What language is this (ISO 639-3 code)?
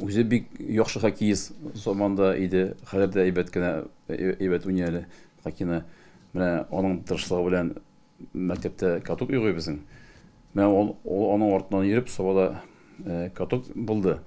tat